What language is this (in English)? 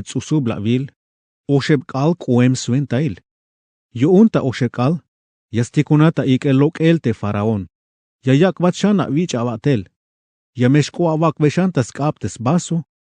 Tzeltal